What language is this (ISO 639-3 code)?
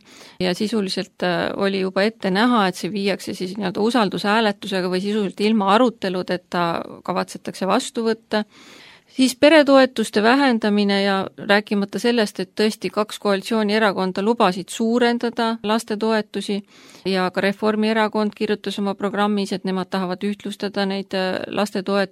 est